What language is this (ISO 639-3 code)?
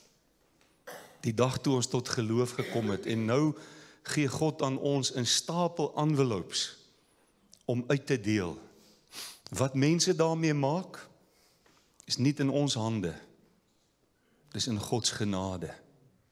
afr